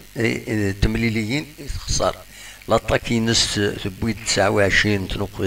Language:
Kabyle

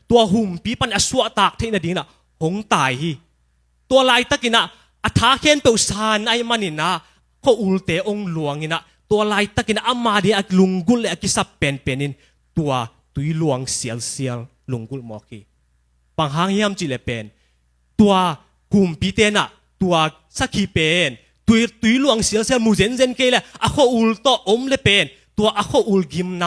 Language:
Tedim Chin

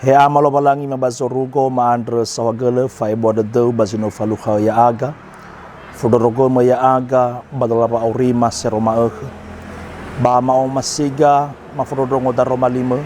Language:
Nias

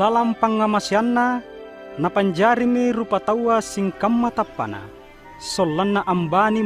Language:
Makasar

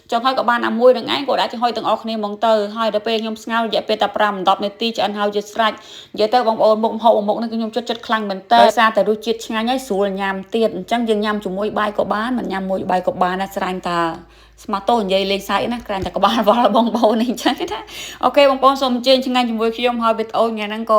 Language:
Khmer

